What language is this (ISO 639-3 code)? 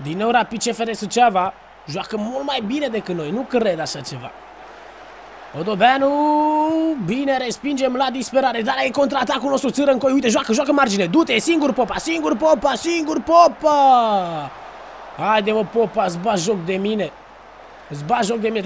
ron